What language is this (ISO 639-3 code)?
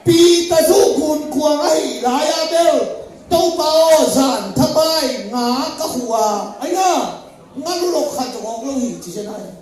ctd